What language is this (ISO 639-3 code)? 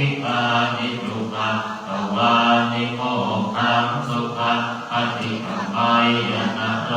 pli